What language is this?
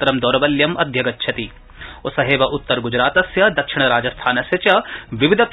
Sanskrit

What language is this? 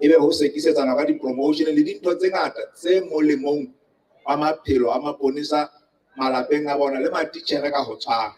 Southern Sotho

